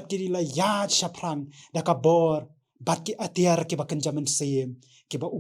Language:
Khasi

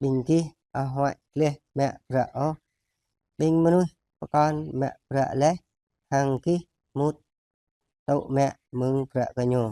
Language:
Jarai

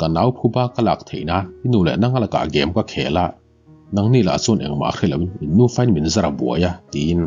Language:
Mizo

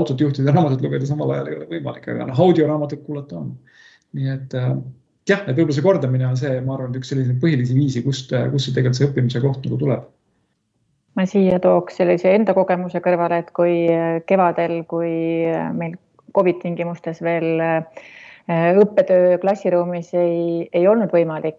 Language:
Estonian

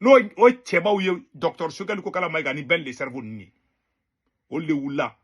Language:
Bambara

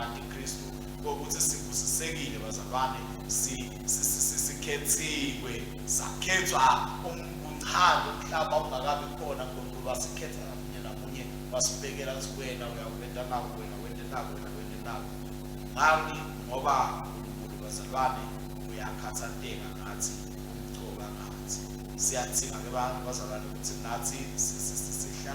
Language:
Swati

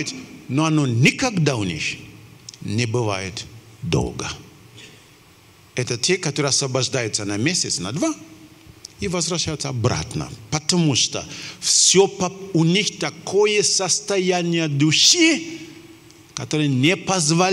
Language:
Russian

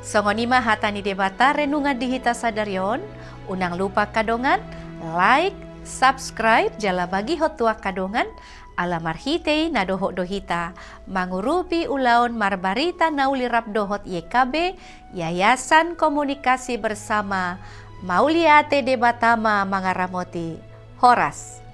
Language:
Batak Toba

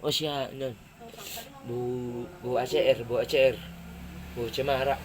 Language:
Batak Toba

